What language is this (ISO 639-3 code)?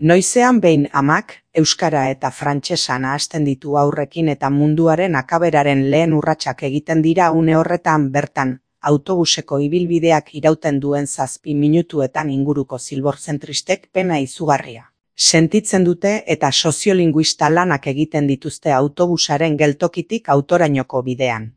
eus